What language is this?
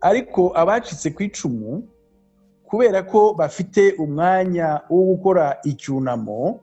Kinyarwanda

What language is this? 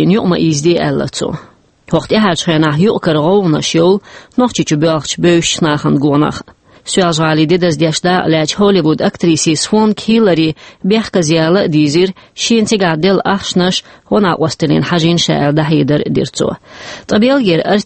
Chechen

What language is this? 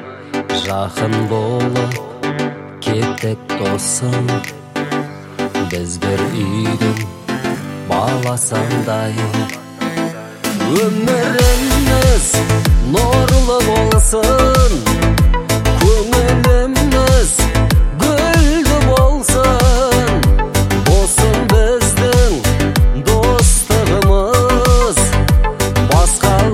Kazakh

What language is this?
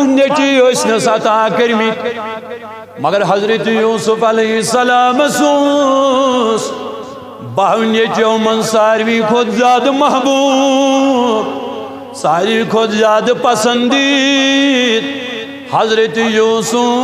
Kashmiri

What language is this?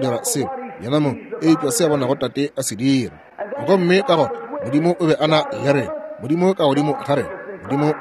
Northern Sotho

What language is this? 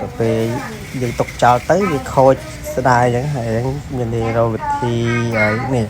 Khmer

